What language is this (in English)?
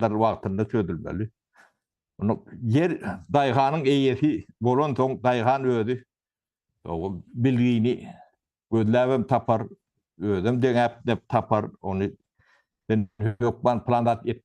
Turkmen